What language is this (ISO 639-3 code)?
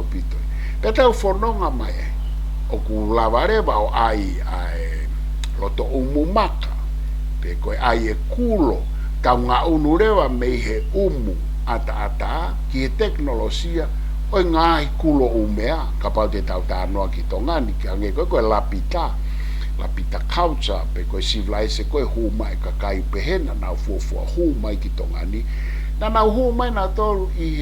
ton